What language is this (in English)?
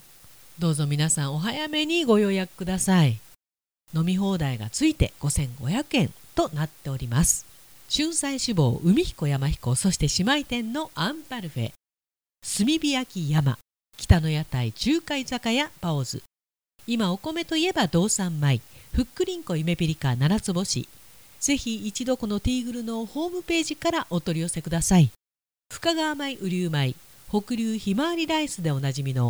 Japanese